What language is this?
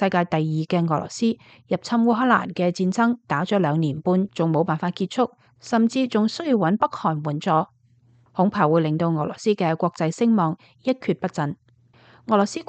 Cantonese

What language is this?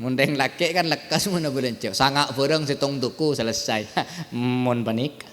Madurese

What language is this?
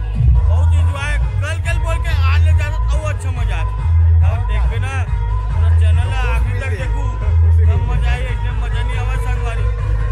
Chhattisgarhi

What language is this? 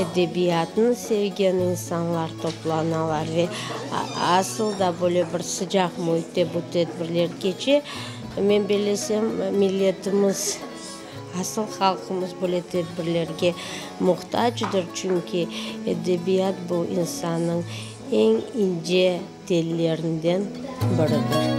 Crimean Tatar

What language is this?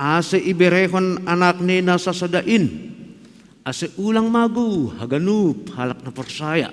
Batak Simalungun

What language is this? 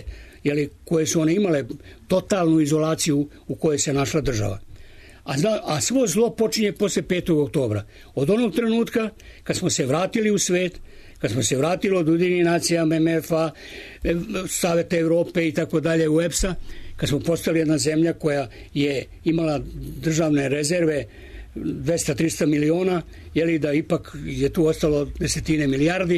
Serbian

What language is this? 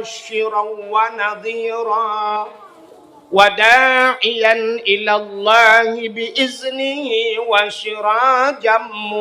Achinese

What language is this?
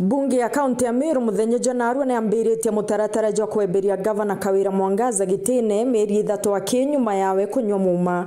Meru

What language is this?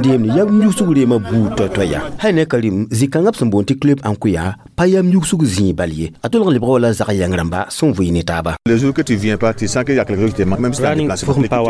Mossi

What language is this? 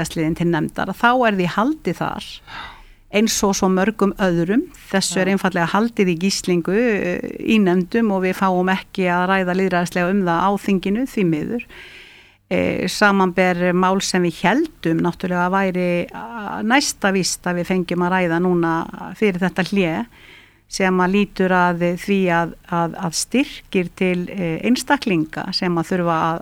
Icelandic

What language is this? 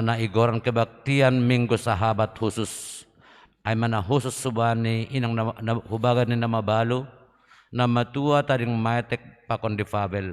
Batak Simalungun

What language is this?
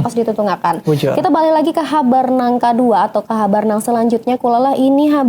Banjar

